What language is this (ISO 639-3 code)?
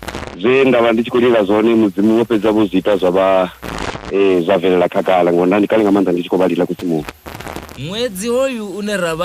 ven